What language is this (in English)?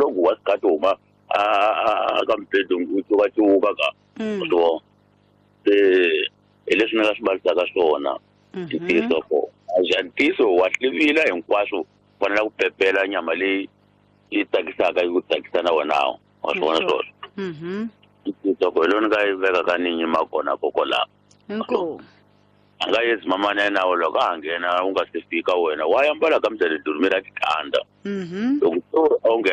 Tsonga